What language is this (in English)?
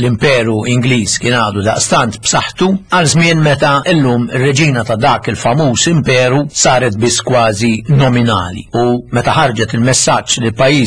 Maltese